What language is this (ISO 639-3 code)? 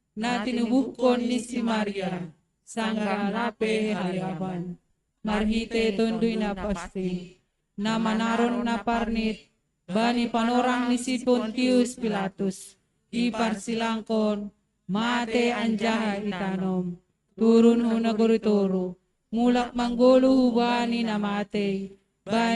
bts